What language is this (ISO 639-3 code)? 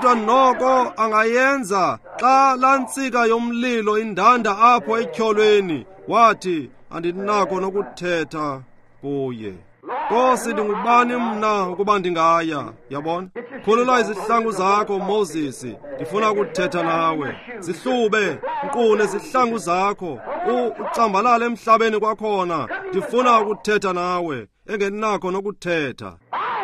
xho